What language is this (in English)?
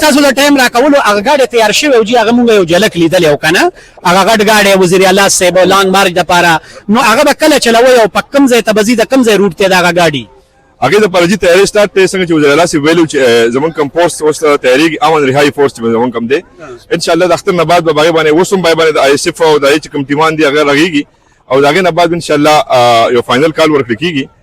Pashto